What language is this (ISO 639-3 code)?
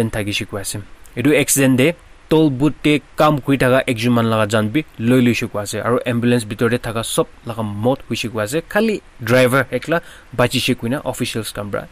nag